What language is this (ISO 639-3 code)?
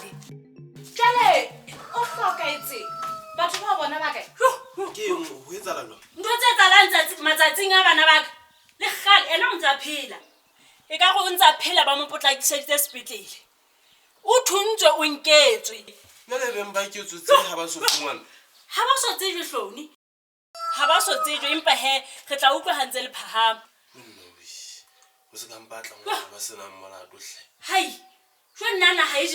sot